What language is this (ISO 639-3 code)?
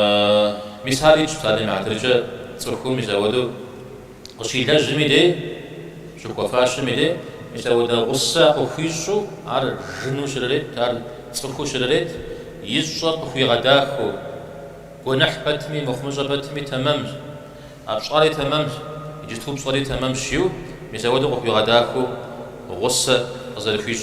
kbd